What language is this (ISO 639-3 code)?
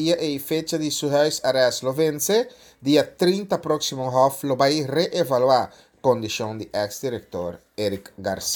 pap